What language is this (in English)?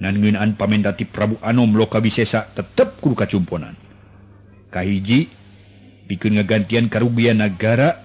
Sundanese